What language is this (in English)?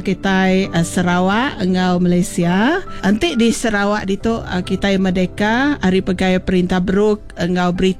Iban